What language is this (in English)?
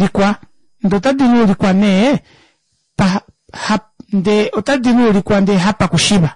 Kuanyama